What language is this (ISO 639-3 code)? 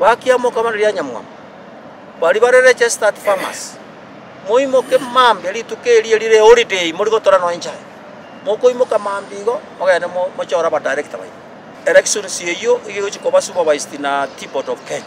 guz